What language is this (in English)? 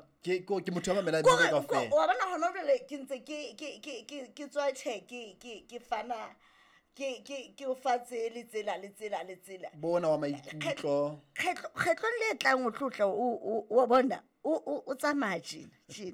Southern Sotho